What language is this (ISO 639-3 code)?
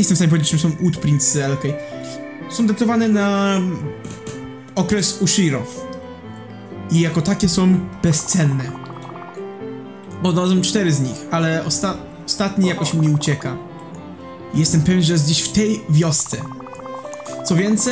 pol